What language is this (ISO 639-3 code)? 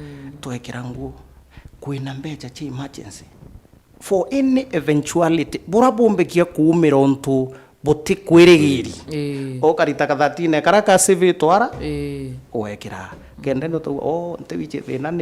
mer